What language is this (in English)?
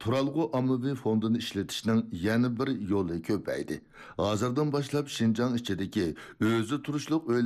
Uyghur